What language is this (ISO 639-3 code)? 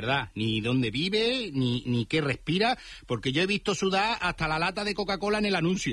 spa